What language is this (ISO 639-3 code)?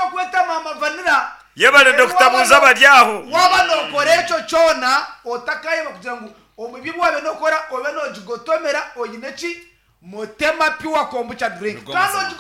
nyn